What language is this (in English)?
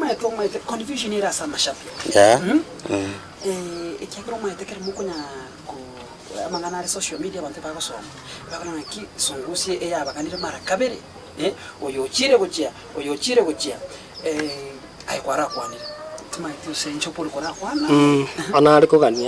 Gusii